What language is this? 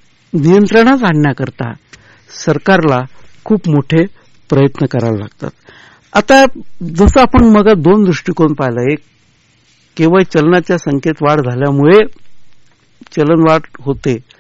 Marathi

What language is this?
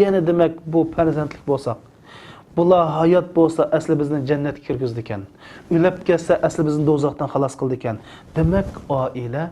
Uyghur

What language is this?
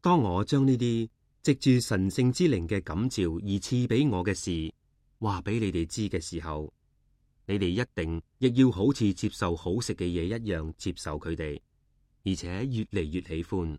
Cantonese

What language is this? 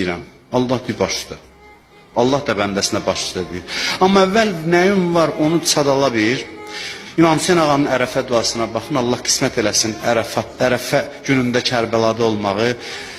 Azerbaijani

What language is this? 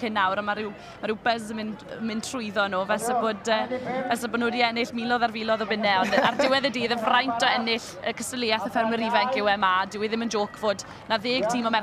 Welsh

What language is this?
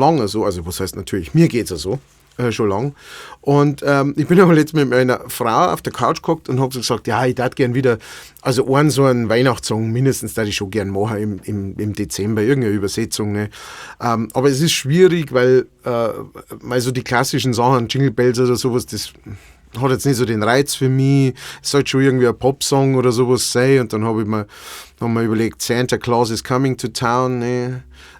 Bavarian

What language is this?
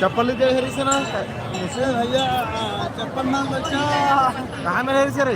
Chhattisgarhi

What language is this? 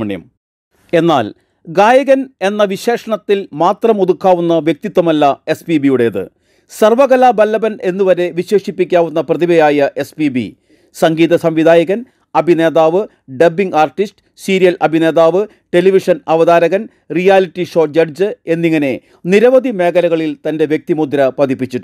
Malayalam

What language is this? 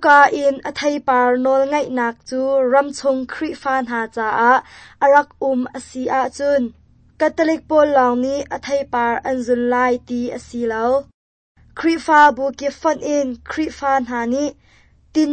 Hakha Chin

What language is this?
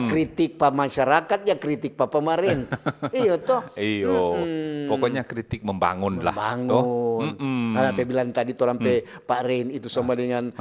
Manado Malay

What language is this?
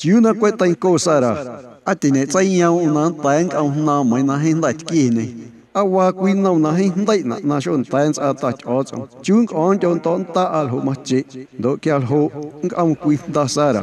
Guerrero Amuzgo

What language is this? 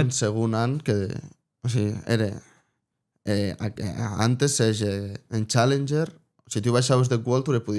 Occitan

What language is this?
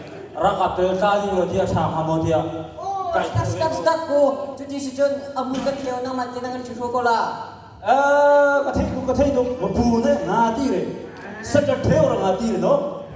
Hakha Chin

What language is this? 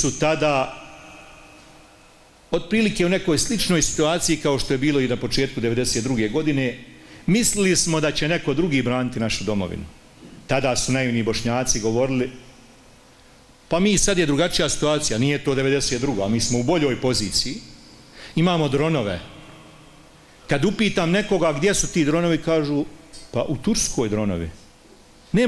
Bosnian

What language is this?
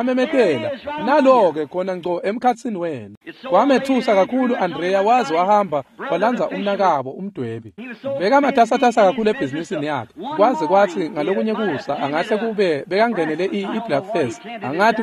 Swati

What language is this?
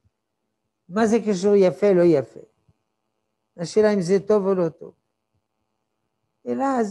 Hebrew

